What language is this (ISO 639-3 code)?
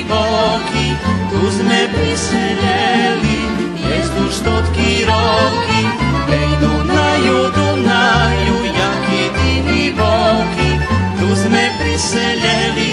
rue